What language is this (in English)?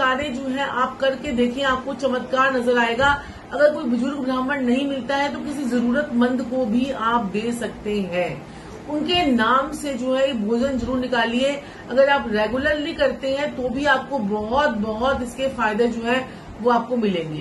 Hindi